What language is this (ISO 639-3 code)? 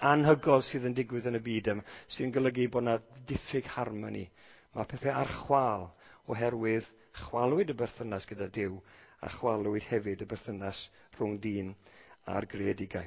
cym